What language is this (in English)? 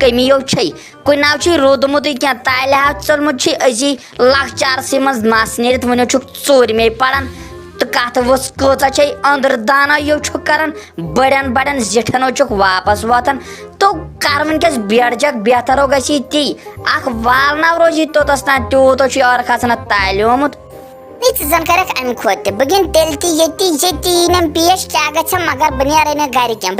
Kashmiri